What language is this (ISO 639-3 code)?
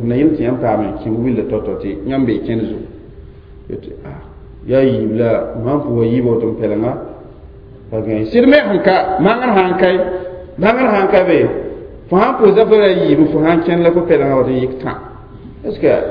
mos